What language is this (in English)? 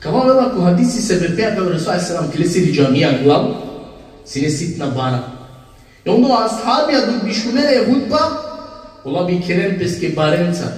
Balkan Romani